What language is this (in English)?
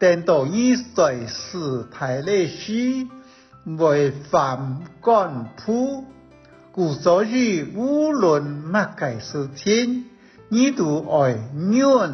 Hakka Chinese